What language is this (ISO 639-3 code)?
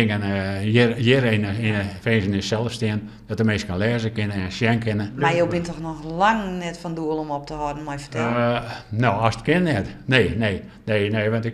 fry